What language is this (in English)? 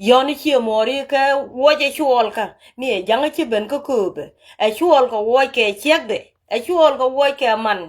Nuer